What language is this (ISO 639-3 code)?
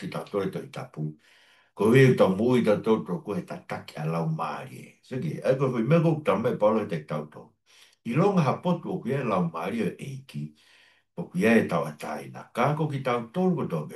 ton